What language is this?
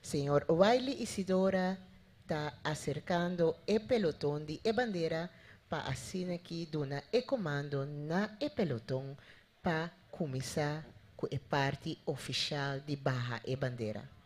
Papiamento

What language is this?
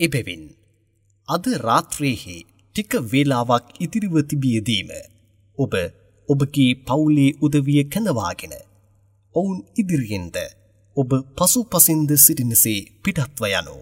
Sinhala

